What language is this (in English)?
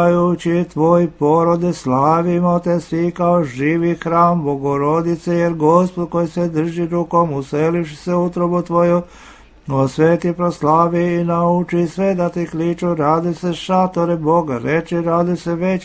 Serbian